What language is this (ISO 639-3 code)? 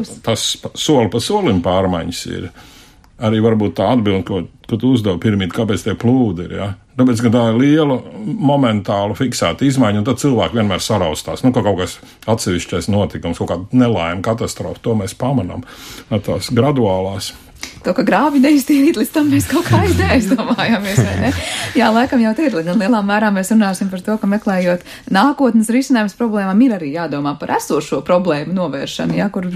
lav